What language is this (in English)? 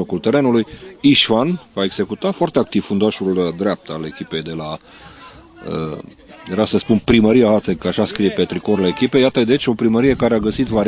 Romanian